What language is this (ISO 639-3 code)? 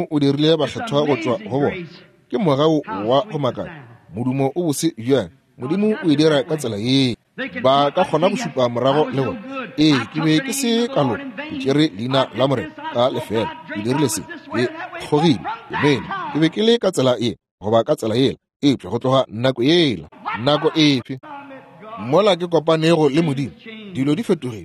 nso